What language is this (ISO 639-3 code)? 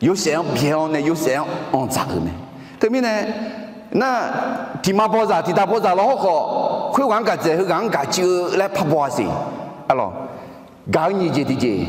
ahk